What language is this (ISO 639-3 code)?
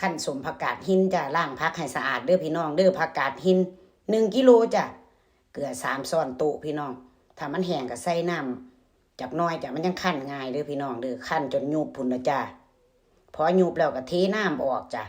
tts